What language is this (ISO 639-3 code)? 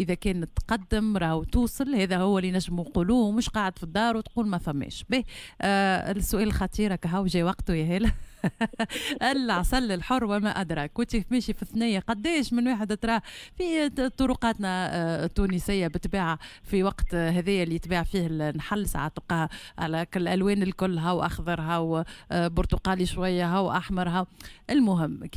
aeb